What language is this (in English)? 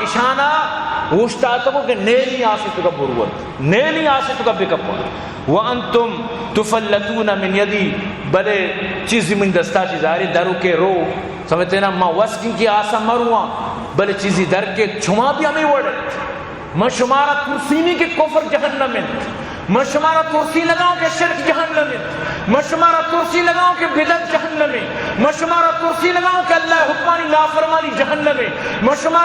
Eastern Balochi